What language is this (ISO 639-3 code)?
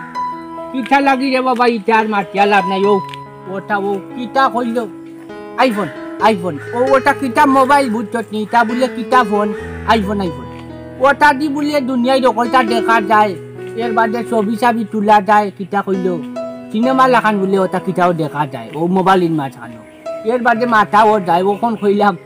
syl